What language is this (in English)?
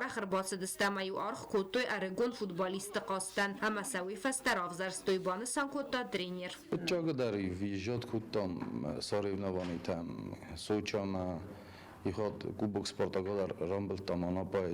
Ossetic